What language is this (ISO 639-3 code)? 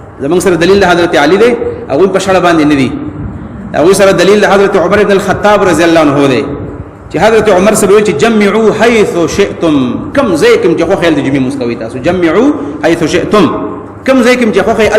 pus